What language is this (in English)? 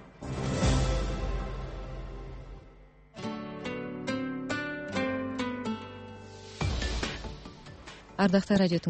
Kazakh